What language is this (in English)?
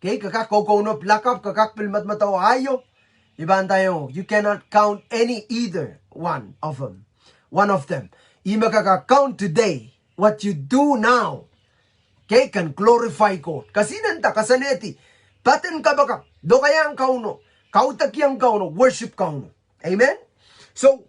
Pohnpeian